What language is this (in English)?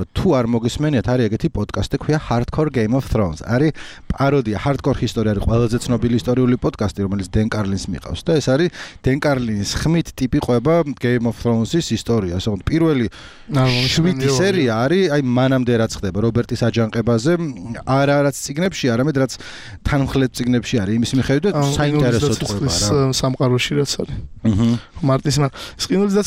Georgian